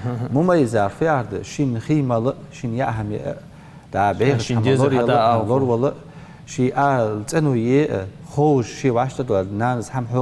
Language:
Ingush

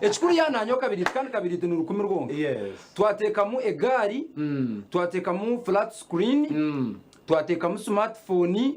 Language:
Nyankole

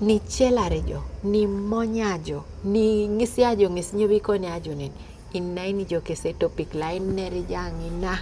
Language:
Teso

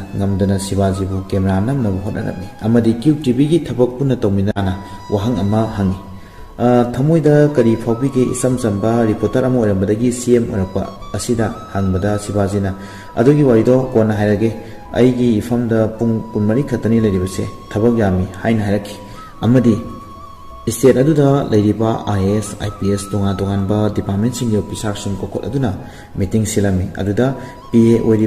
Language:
Manipuri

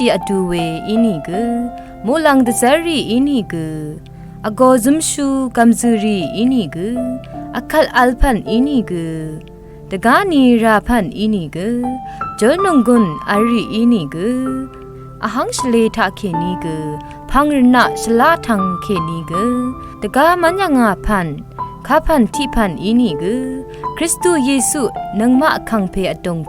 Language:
Rawang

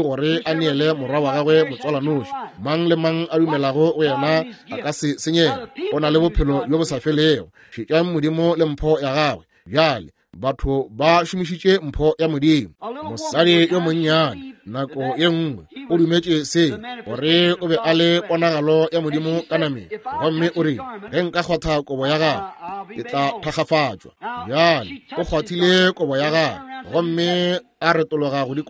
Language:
Northern Sotho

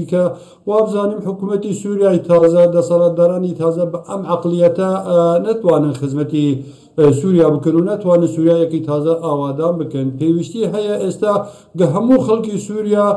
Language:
Central Kurdish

